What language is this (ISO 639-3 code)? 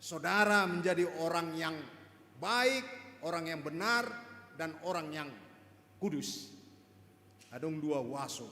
bbc